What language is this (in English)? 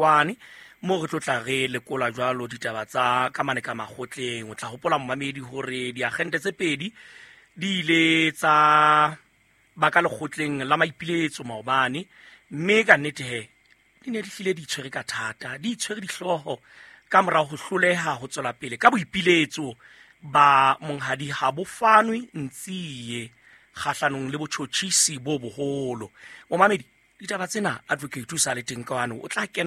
Southern Sotho